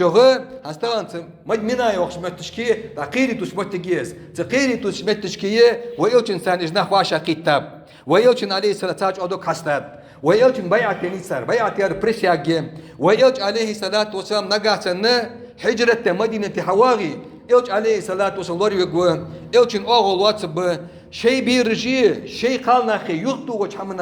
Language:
Ingush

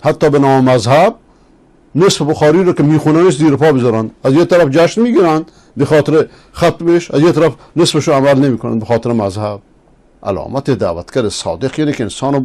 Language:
Persian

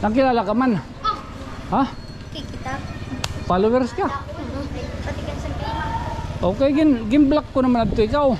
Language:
Waray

